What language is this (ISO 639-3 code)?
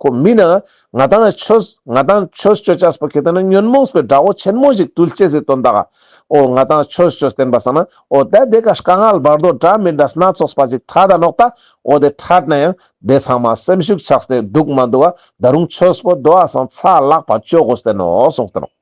lbj